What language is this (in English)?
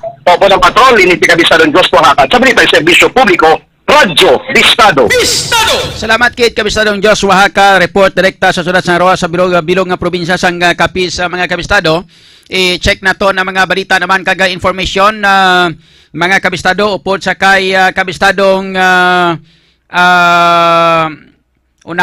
Hiligaynon